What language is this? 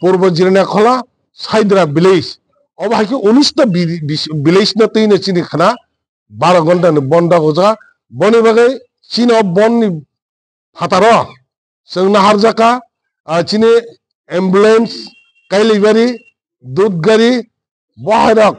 Kok Borok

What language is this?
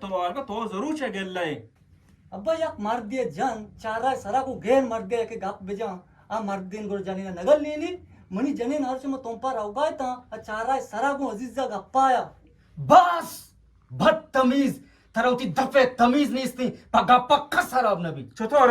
Eastern Balochi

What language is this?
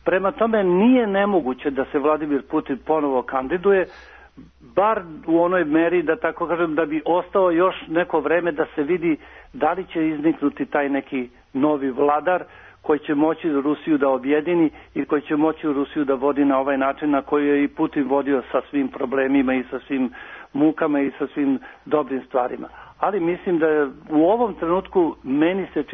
Serbian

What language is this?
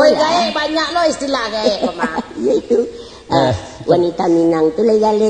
Minangkabau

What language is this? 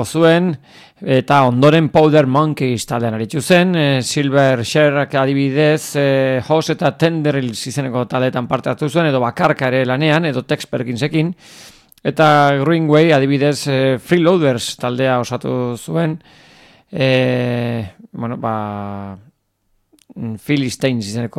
Basque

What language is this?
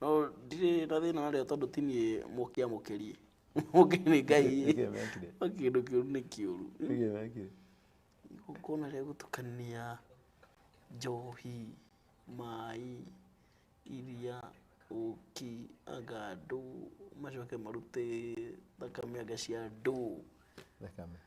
Kikuyu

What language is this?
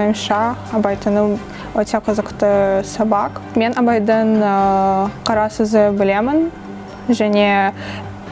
Kazakh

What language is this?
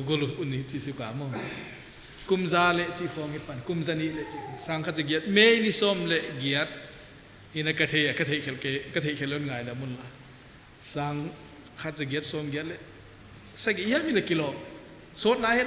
Paite Chin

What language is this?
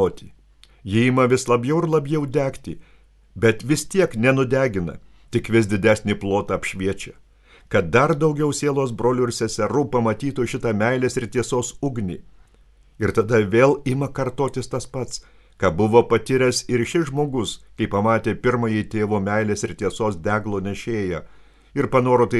Lithuanian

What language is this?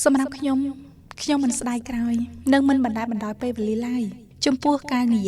Khmer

